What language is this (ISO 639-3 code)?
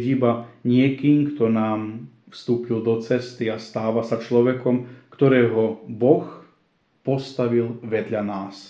slk